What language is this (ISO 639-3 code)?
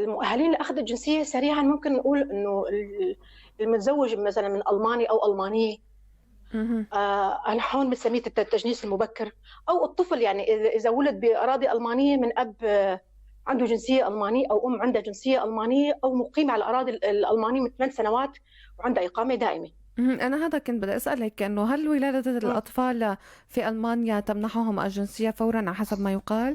apc